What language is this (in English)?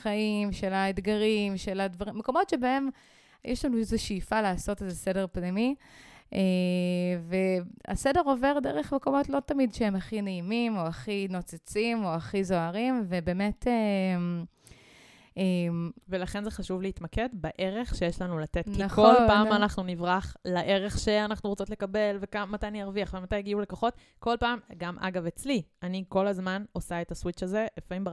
Hebrew